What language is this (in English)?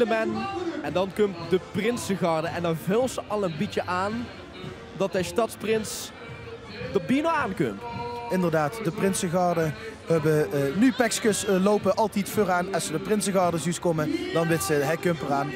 Limburgish